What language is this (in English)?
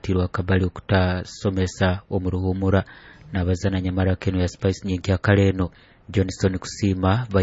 Nyoro